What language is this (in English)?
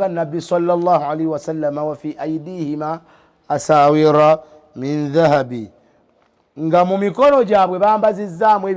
Ganda